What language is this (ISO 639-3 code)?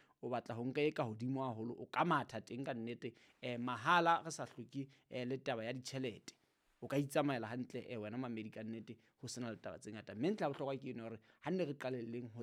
sot